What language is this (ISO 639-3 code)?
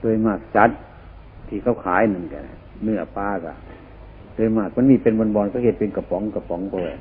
tts